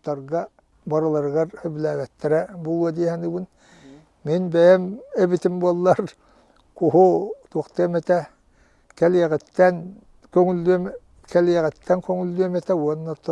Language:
Yakut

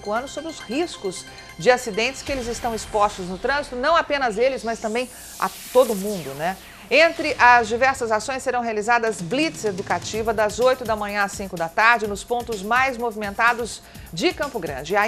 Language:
Portuguese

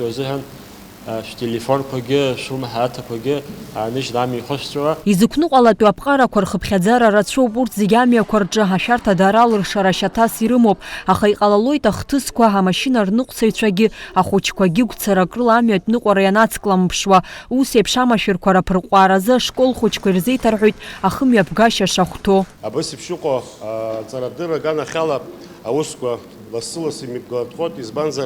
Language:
Abkhazian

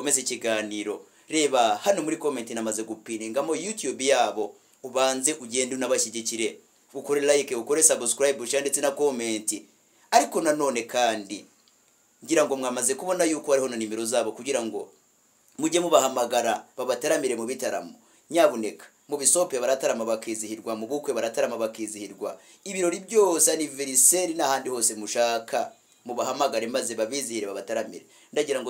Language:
Kinyarwanda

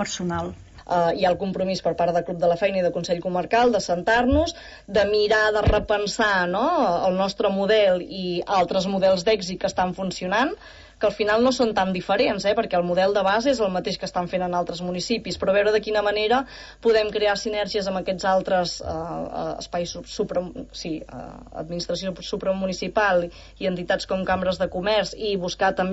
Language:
Catalan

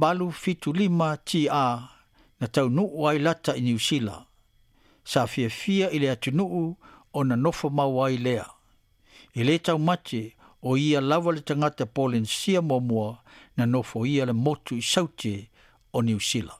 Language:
Samoan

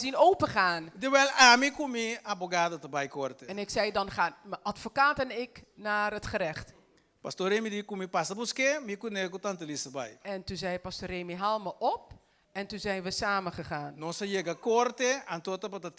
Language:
Papiamento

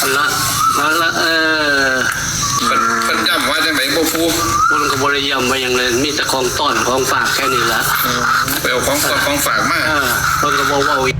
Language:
Northeastern Thai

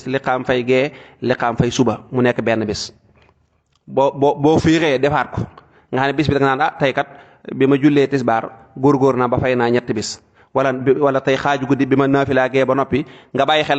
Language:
Wolof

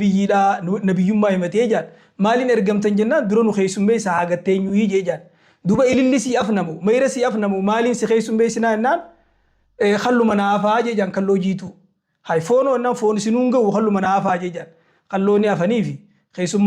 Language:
Oromo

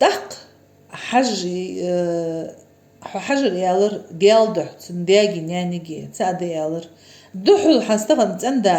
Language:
Ingush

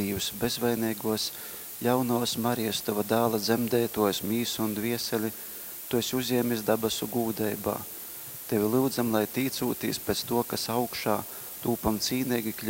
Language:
Latgalian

